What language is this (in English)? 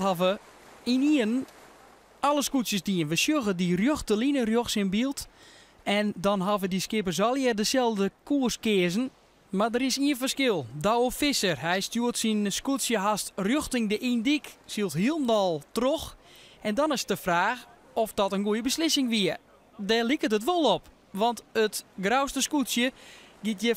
Western Frisian